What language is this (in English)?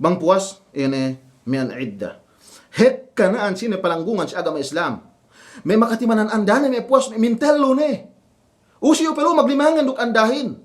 Yakan